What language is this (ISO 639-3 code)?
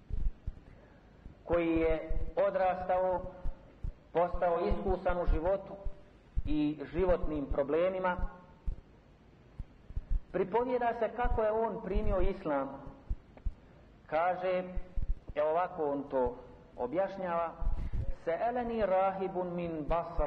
bos